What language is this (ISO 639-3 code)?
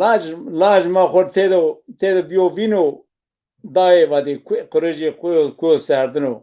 zza